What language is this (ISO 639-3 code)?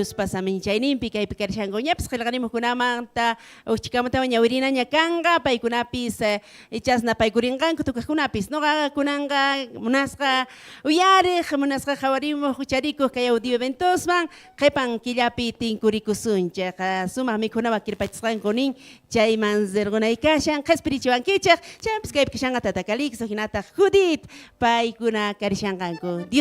quh